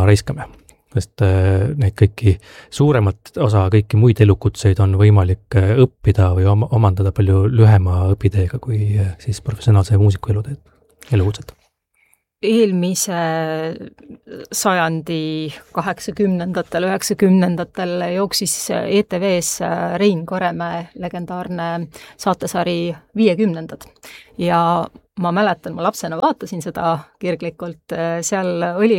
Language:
Estonian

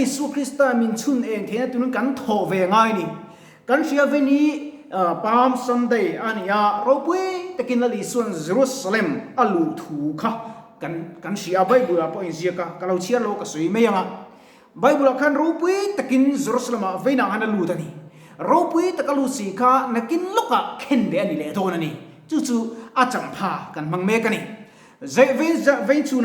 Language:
Mizo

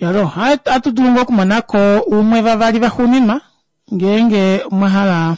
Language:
Kuanyama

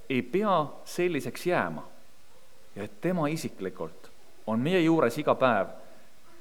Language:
Estonian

